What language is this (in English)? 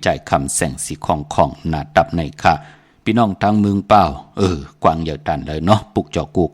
Shan